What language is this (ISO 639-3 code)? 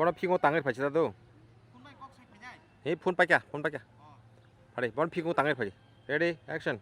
trp